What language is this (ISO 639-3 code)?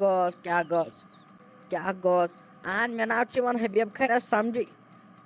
kas